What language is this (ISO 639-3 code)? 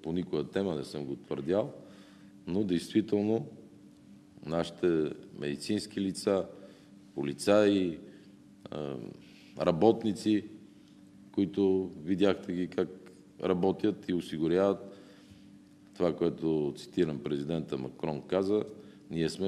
bul